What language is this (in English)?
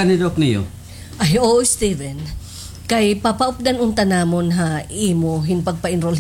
Waray